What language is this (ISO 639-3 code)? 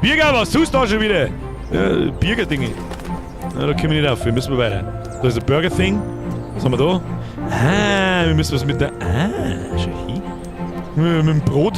bar